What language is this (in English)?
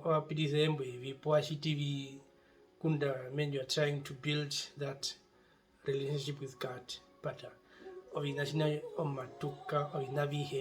Herero